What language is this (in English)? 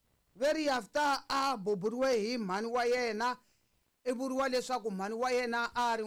Tsonga